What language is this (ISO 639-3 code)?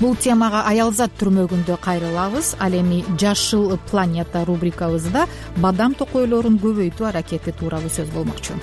kir